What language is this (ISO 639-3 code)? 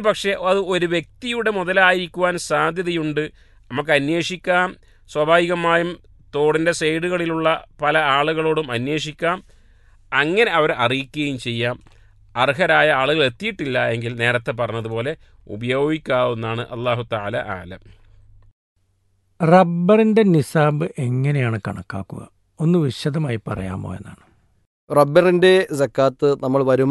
mal